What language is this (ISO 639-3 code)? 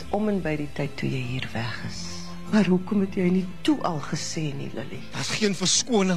afr